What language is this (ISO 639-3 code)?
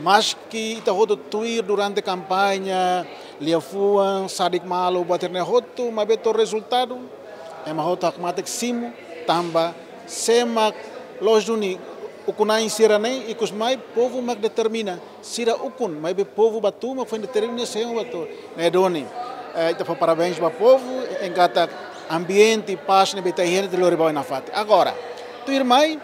tet